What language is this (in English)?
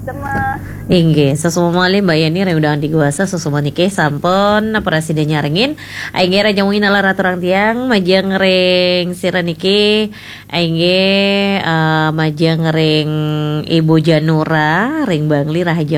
Balinese